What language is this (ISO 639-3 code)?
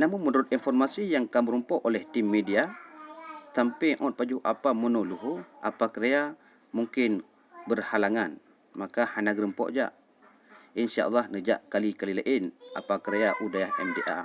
ace